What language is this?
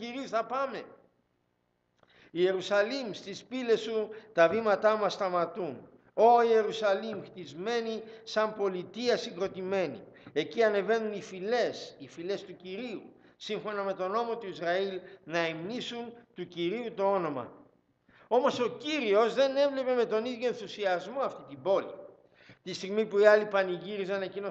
Greek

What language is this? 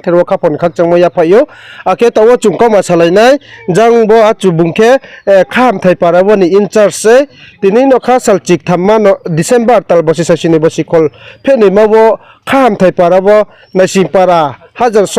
Riang (India)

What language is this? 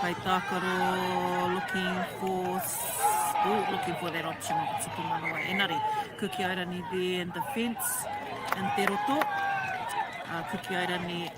Māori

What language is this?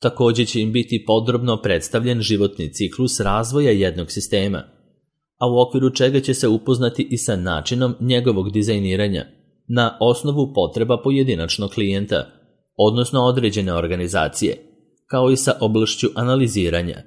Serbian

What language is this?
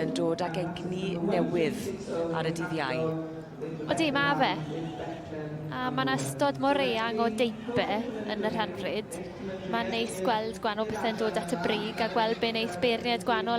Welsh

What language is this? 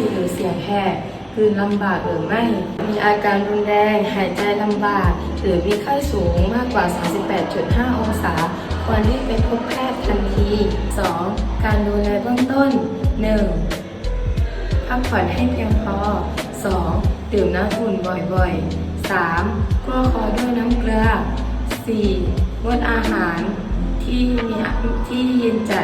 Lao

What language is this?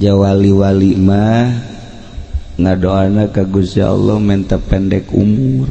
Sundanese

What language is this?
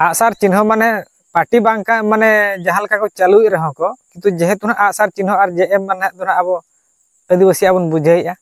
Santali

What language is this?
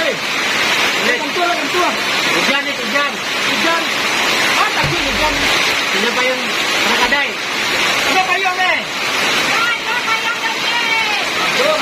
Minangkabau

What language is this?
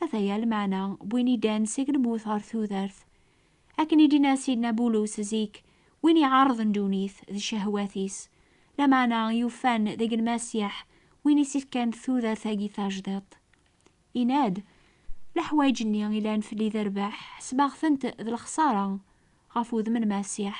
Kabyle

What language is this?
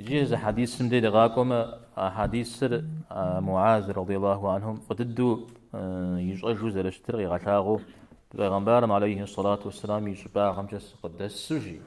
Kabardian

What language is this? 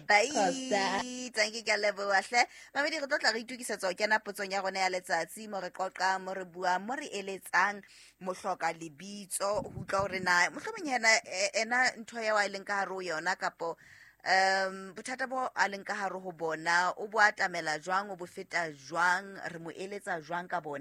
Southern Sotho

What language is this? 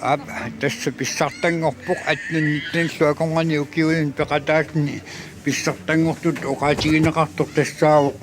Kalaallisut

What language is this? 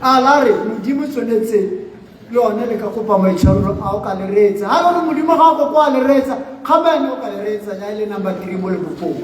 Tswana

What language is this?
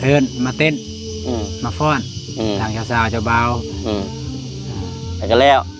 Lao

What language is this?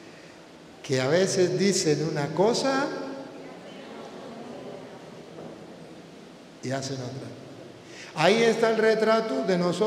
Spanish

